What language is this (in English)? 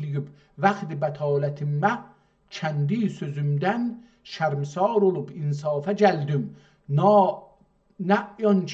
South Azerbaijani